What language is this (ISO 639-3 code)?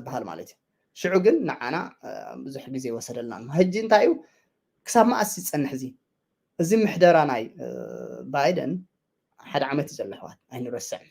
tir